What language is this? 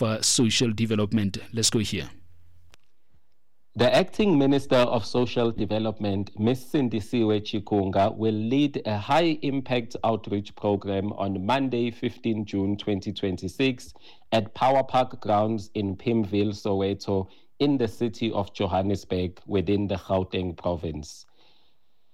English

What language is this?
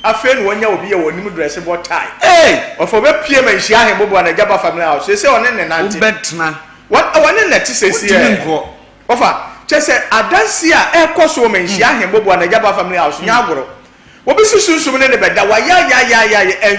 Akan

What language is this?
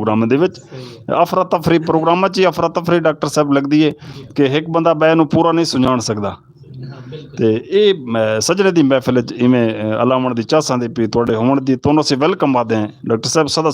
Saraiki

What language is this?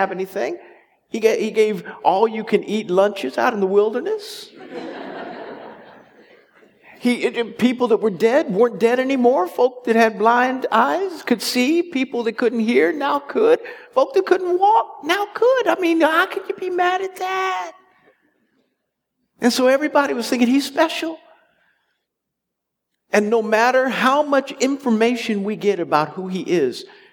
English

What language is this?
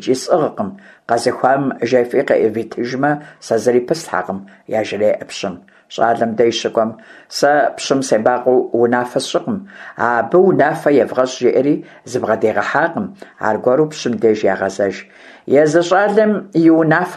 Kabardian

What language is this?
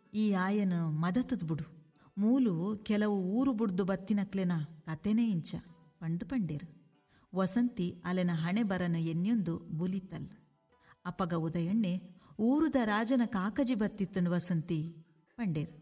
Tulu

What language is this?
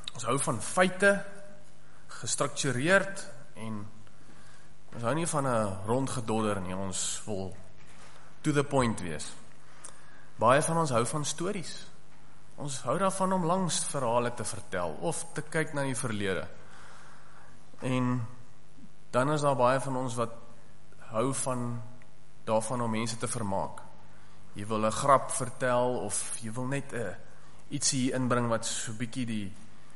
Afrikaans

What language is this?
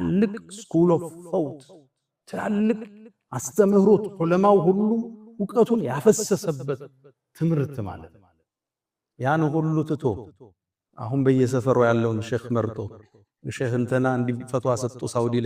Amharic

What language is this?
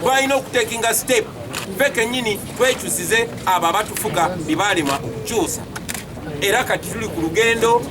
Ganda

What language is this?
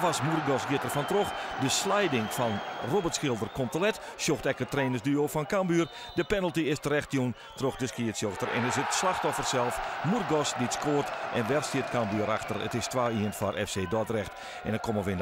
Western Frisian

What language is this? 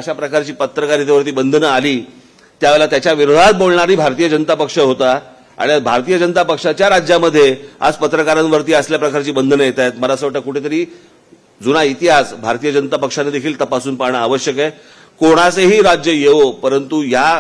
Marathi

